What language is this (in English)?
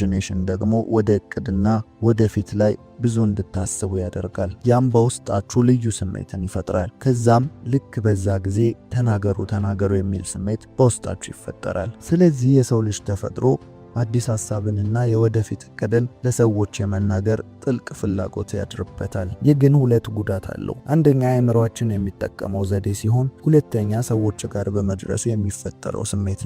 Amharic